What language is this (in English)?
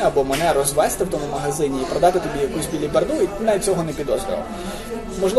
Ukrainian